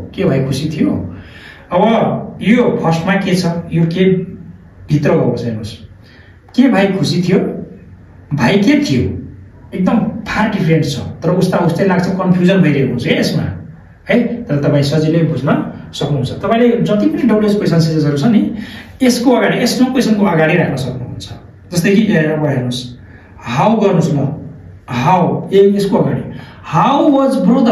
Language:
Nepali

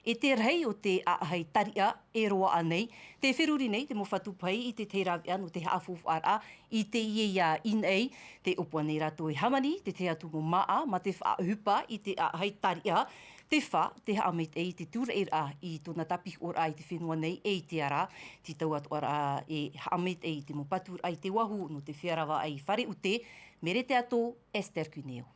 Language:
Tahitian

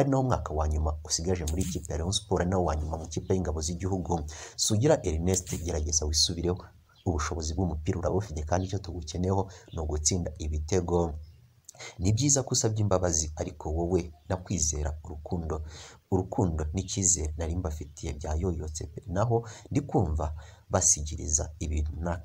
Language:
Kinyarwanda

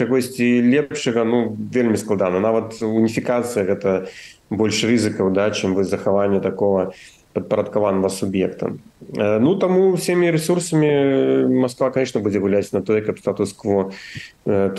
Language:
Belarusian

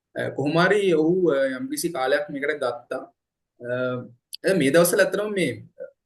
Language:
Sinhala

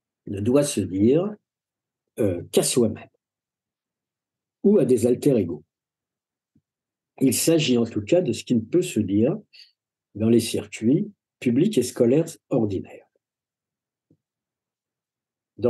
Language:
French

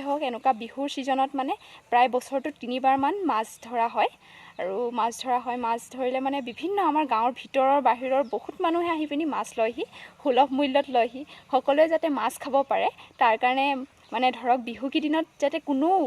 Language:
Assamese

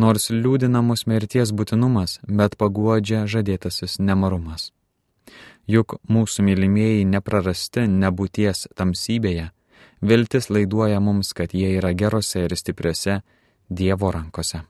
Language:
Lithuanian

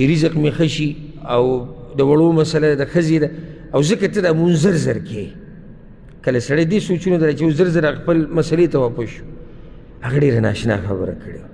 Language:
Pashto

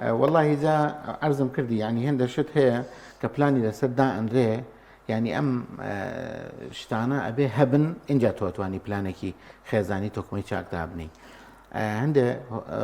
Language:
Central Kurdish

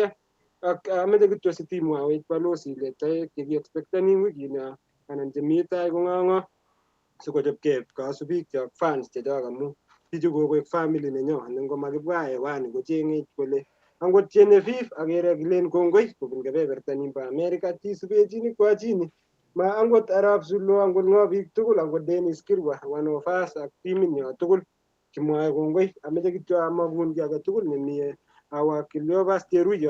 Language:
Kalenjin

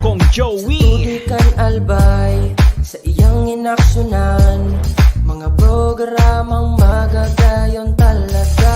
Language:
Bikol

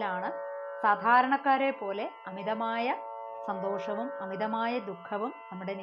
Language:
Malayalam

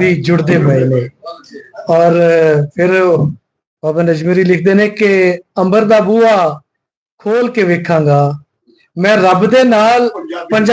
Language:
Western Panjabi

